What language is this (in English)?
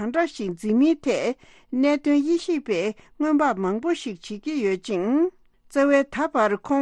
Tibetan